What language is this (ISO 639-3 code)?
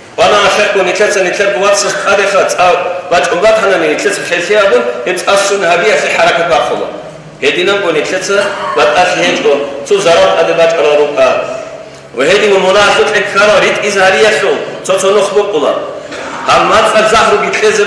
ava